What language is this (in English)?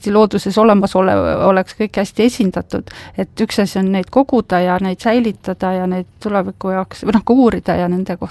Estonian